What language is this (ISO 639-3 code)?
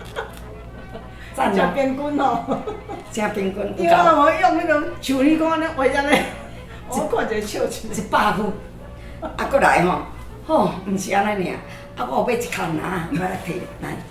nan